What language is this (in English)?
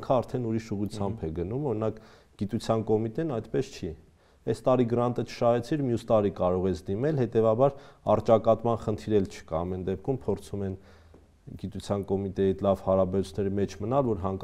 Armenian